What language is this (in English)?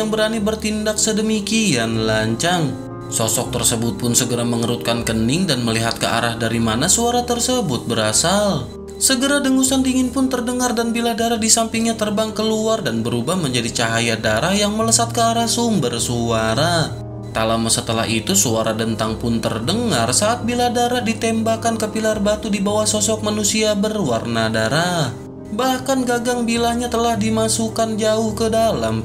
Indonesian